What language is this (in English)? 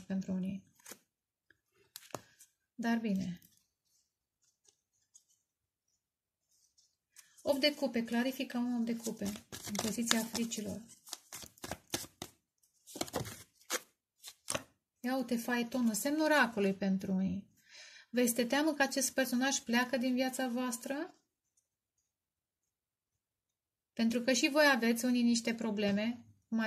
Romanian